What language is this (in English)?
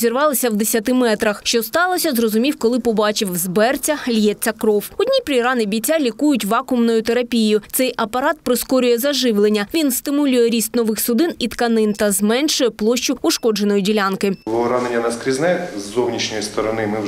Ukrainian